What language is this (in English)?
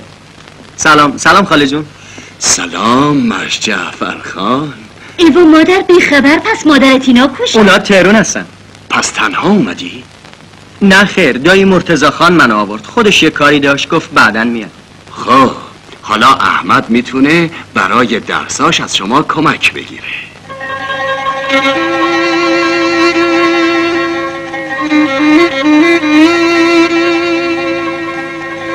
Persian